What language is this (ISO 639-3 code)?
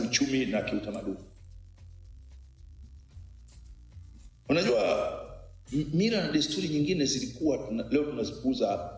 swa